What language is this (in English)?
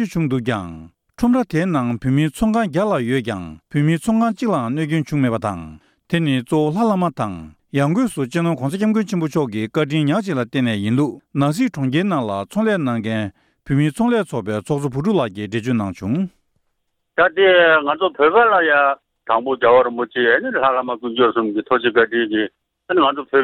Tibetan